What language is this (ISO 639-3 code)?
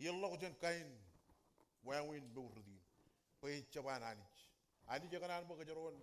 mah